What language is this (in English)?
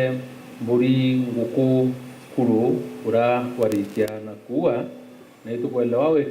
Meru